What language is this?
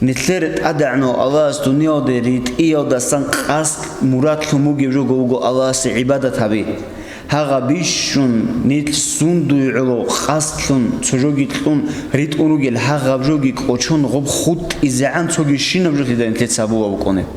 Avaric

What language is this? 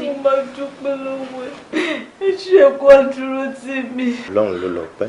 Yoruba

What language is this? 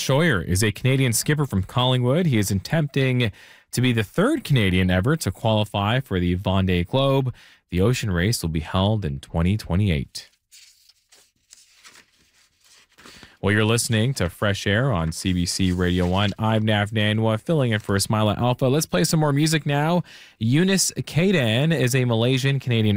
English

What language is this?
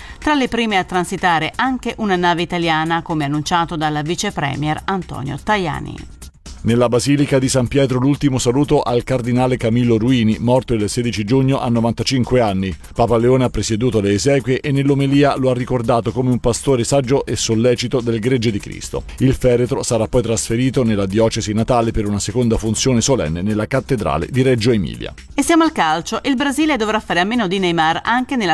Italian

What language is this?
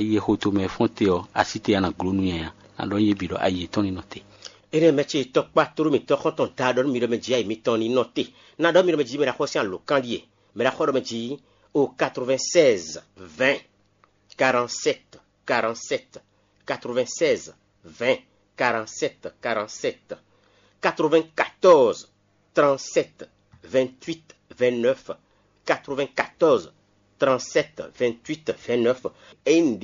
Fon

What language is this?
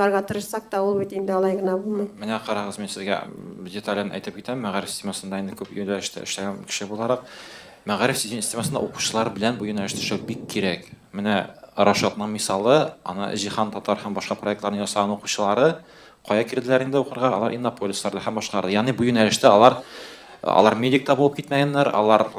Tatar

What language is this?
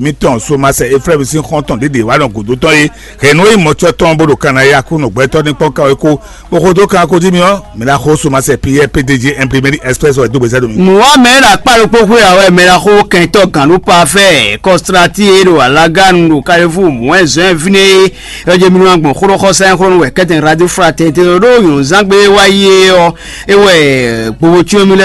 Fon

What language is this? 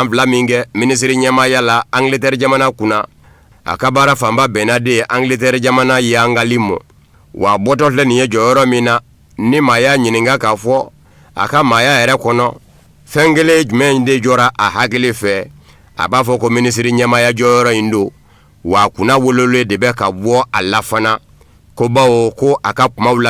Bambara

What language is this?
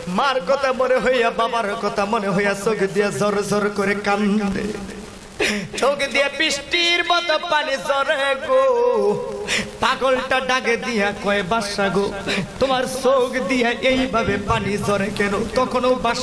Bangla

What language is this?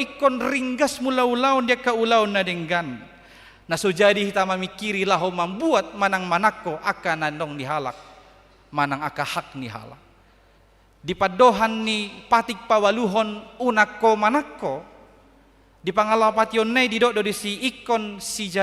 Batak Toba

